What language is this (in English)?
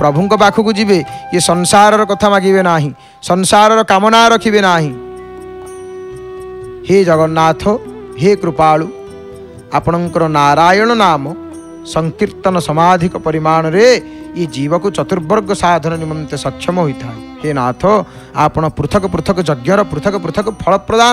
Odia